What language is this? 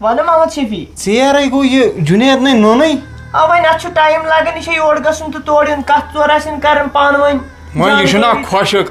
Kashmiri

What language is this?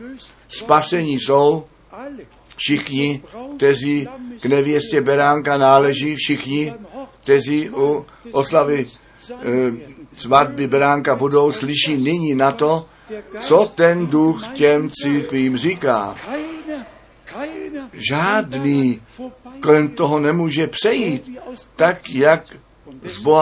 Czech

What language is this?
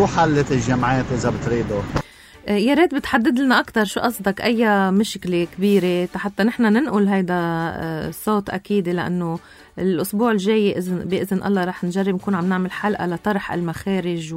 North Levantine Arabic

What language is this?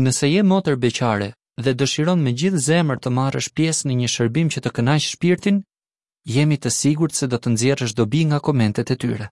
Albanian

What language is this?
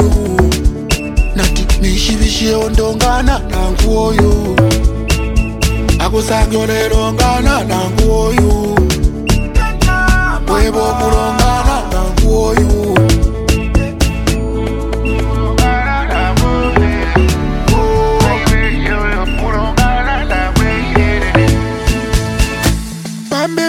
Bemba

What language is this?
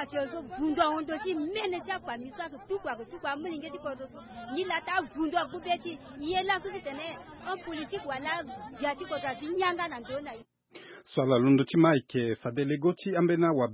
Sango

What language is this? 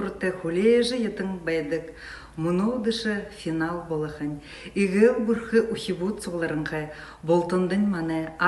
Buriat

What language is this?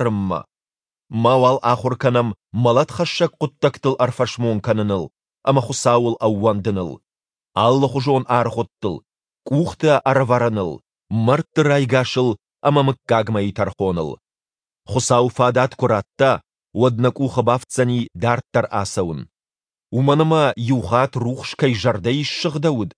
Ossetic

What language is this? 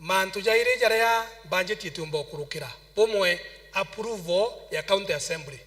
Meru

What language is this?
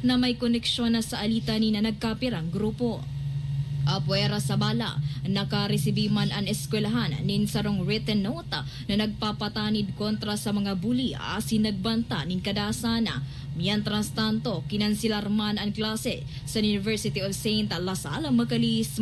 Bikol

